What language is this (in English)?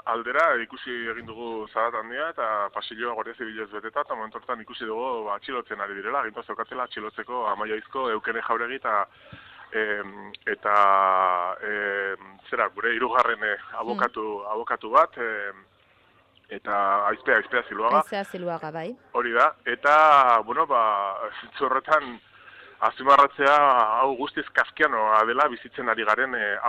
Basque